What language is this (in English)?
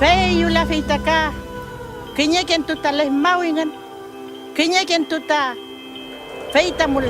Mapuche